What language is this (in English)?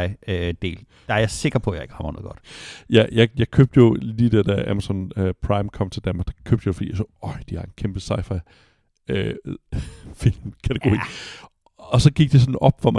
Danish